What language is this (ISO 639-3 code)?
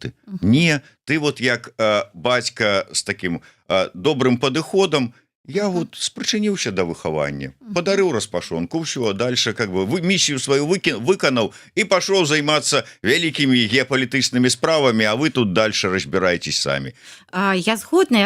bel